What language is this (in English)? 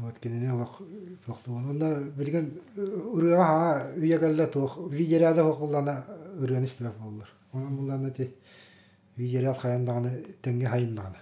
Yakut